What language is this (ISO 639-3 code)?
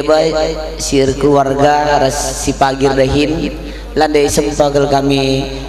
btx